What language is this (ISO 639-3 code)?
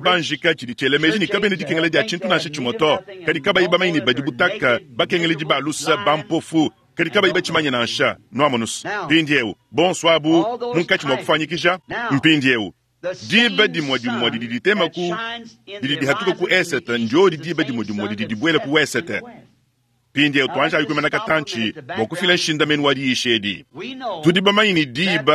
lua